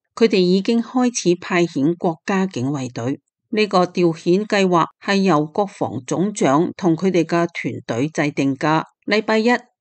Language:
Cantonese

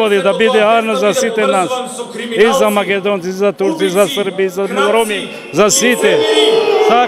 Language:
Macedonian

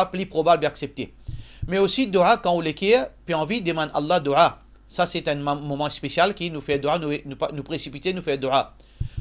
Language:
Morisyen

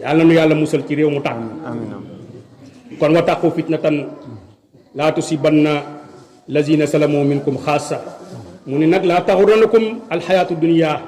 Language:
Wolof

